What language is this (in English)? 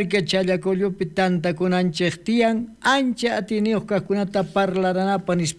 South Bolivian Quechua